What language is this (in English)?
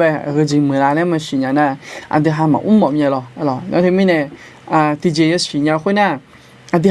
Akha